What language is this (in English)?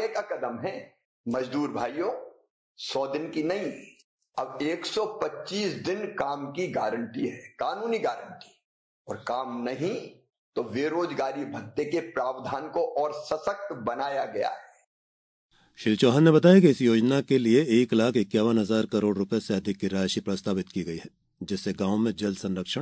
Hindi